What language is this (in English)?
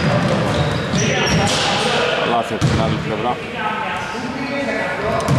Greek